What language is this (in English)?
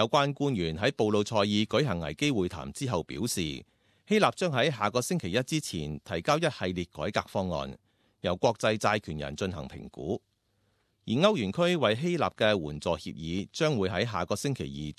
Cantonese